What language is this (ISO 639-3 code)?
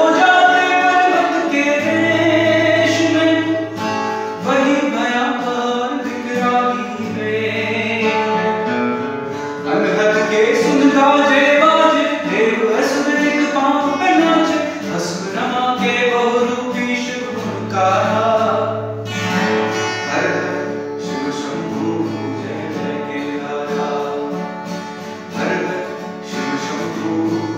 hin